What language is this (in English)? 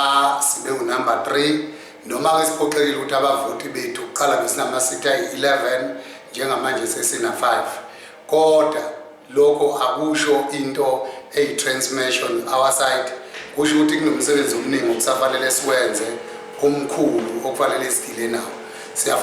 Zulu